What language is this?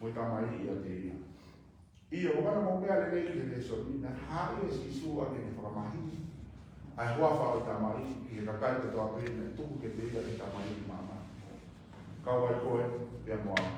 Tongan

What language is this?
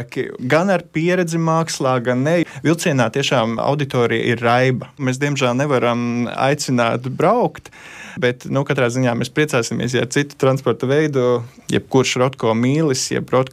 Latvian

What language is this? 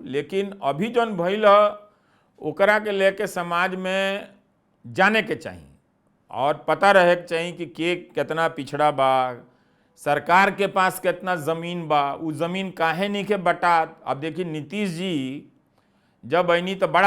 Bhojpuri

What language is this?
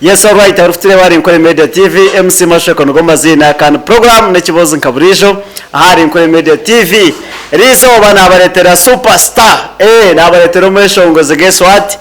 Nyankole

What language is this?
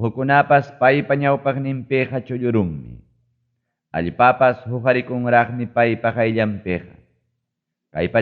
Ayacucho Quechua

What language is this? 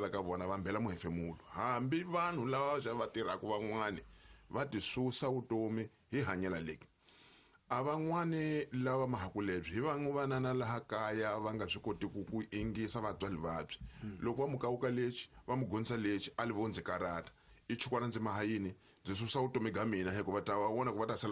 Tsonga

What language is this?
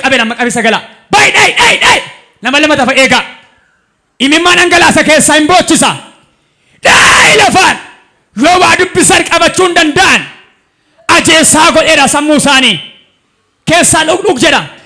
Oromo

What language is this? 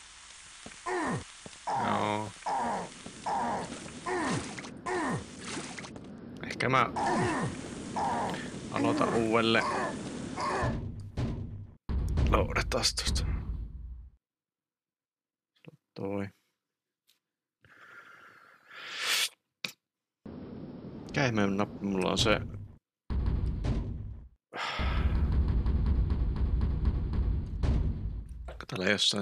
Finnish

